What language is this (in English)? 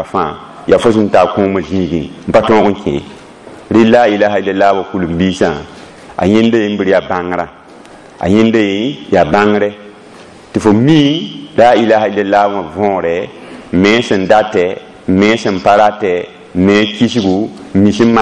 Mossi